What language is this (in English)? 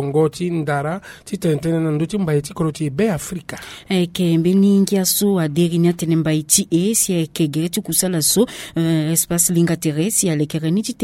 Sango